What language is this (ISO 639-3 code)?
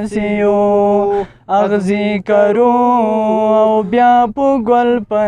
pus